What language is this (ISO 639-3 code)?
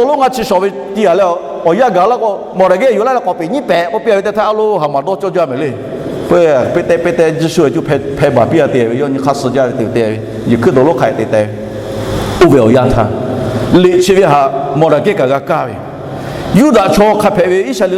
lhu